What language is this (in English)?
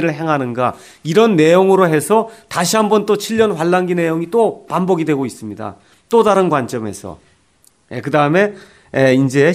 Korean